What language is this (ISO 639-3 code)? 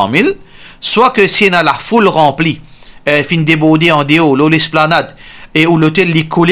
mfe